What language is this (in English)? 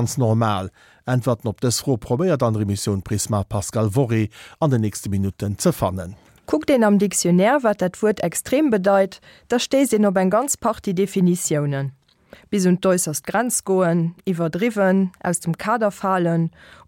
Luxembourgish